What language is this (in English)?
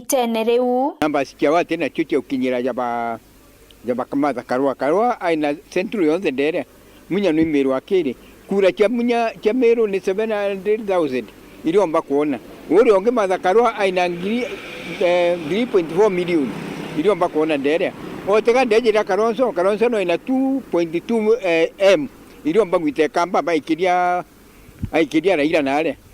Meru